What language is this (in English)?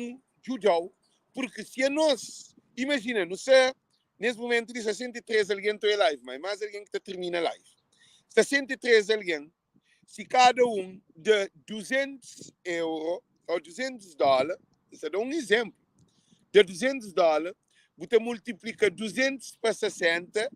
Kabuverdianu